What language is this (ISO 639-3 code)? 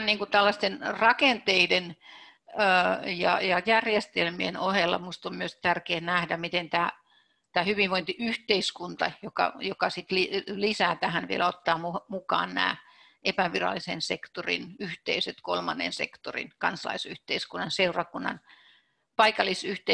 fin